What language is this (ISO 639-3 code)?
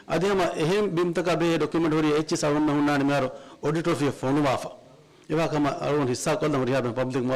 div